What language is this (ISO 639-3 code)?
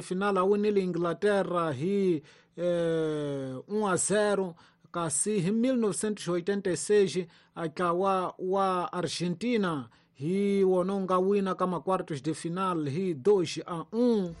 tso